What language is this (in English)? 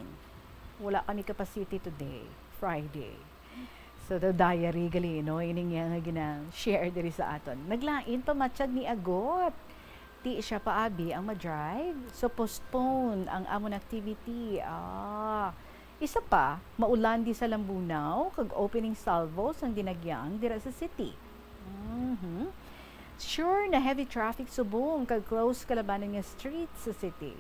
Hiligaynon